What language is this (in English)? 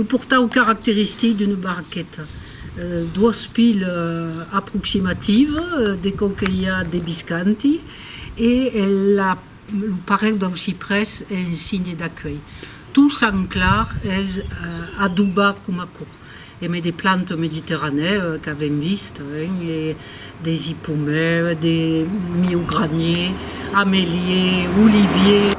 Occitan